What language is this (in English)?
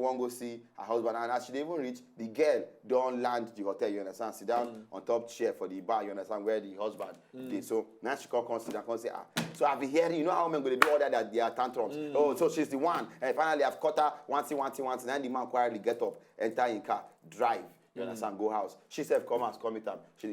Nigerian Pidgin